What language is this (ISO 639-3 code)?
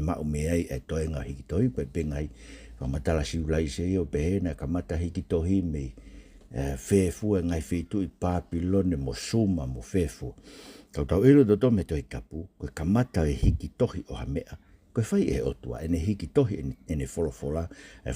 ton